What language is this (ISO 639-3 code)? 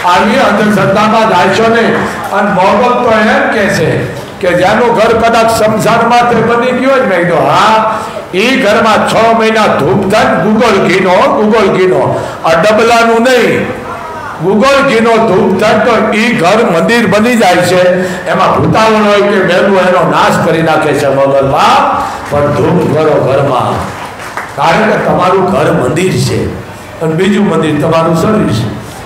guj